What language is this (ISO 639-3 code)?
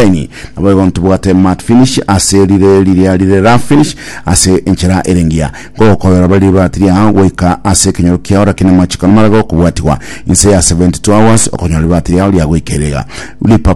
guz